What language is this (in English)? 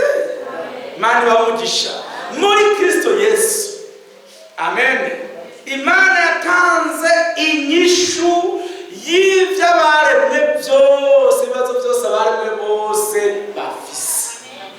Rundi